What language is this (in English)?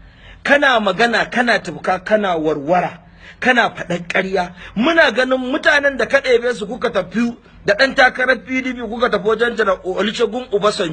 Hausa